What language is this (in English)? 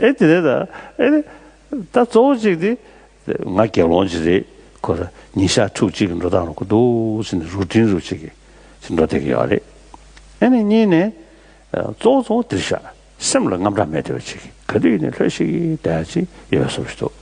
Tibetan